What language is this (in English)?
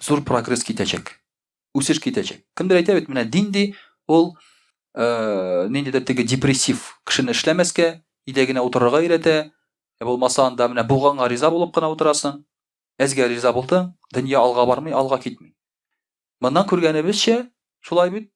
Tatar